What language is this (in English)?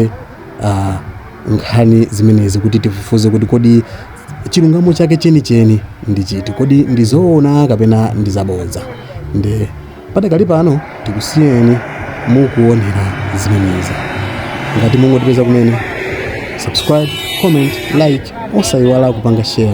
Nyanja